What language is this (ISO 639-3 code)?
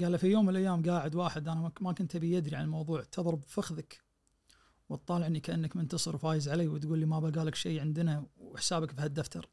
ars